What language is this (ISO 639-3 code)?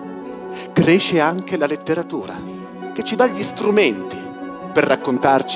ita